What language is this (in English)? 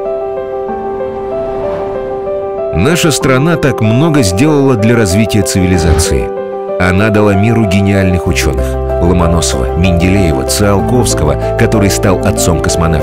Russian